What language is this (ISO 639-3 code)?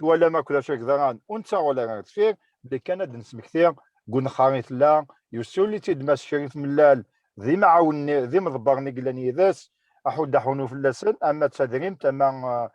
kab